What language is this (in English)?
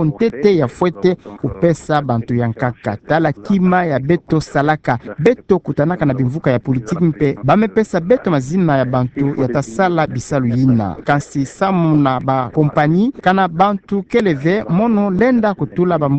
Kituba (Democratic Republic of Congo)